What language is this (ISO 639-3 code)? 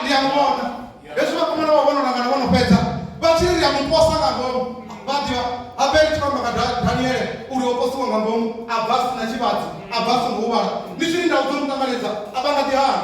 ven